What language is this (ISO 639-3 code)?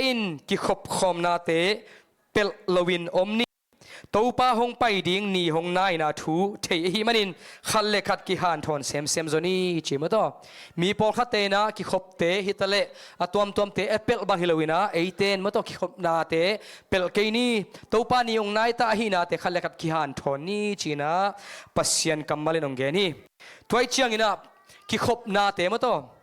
ctd